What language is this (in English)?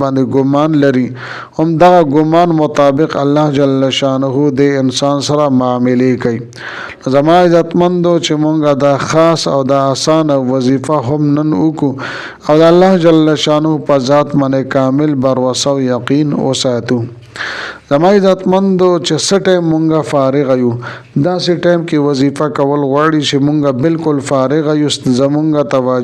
Pashto